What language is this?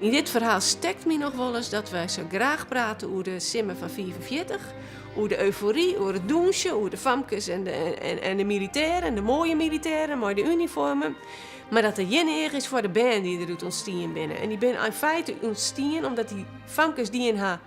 Western Frisian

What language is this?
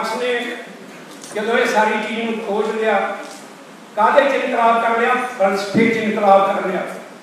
Punjabi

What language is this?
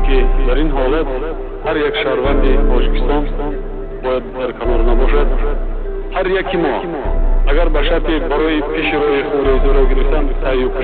Tajik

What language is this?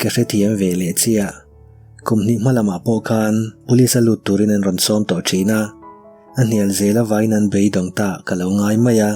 Mizo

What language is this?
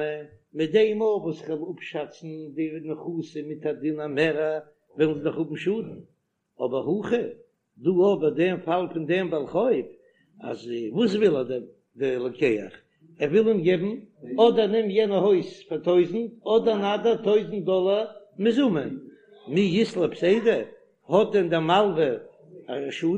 Yiddish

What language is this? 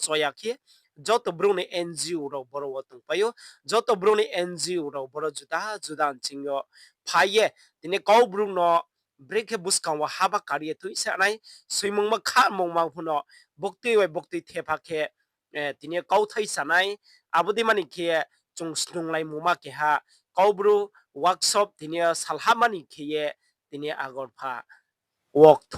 Riang (India)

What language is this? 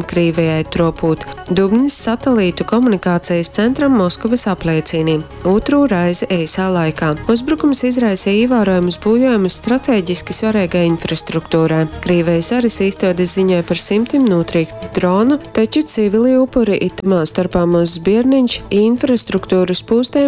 Latgalian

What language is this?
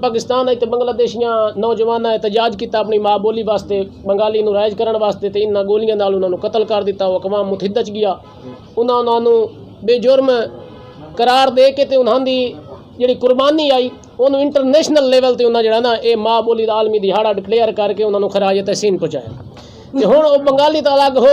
Western Panjabi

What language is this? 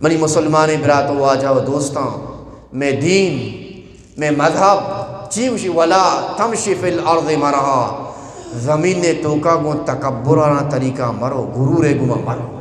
Eastern Balochi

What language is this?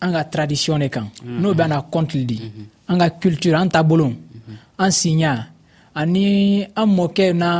Dyula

